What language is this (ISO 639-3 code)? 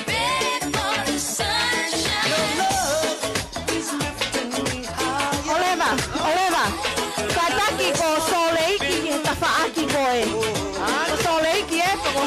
ton